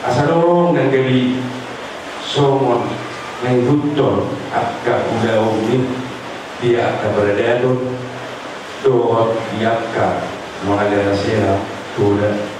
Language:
Batak Toba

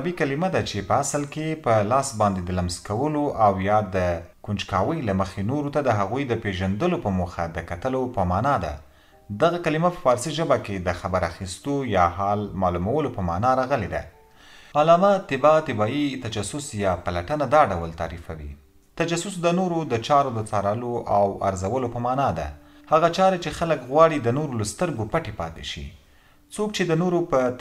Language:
Pashto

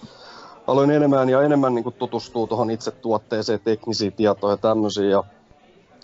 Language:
Finnish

